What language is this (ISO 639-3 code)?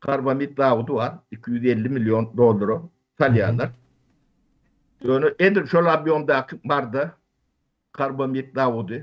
tuk